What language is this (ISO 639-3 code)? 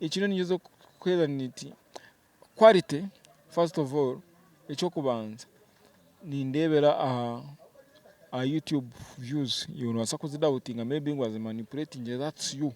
nyn